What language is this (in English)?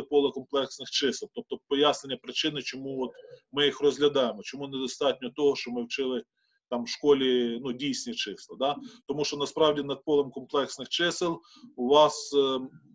Ukrainian